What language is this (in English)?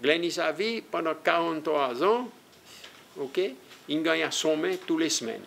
Seselwa Creole French